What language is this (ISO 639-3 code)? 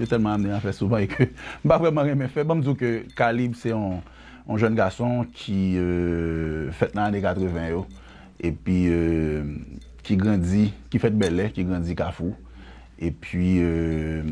hat